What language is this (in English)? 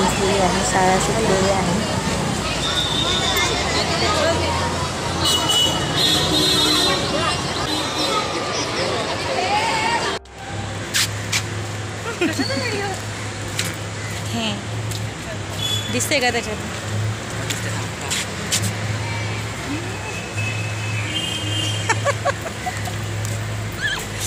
Marathi